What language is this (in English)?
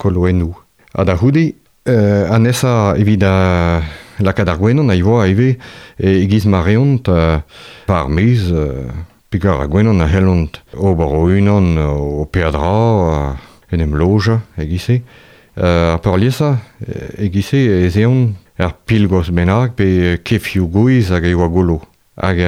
Breton